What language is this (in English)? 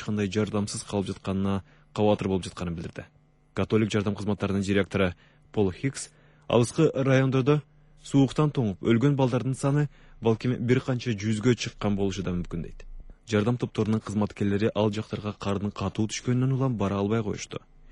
Kyrgyz